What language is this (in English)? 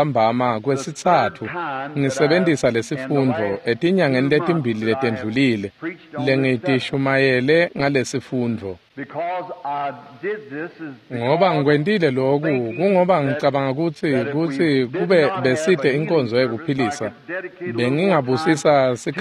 Swati